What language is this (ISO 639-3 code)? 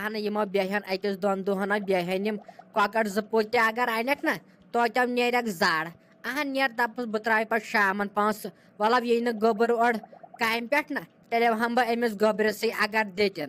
kas